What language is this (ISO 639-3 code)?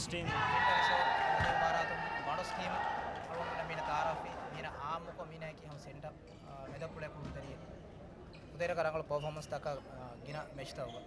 div